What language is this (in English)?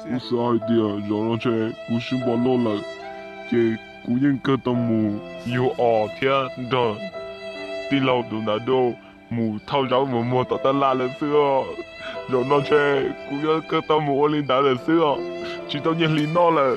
Hmong